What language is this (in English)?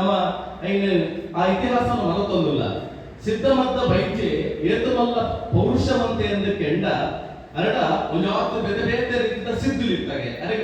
Tulu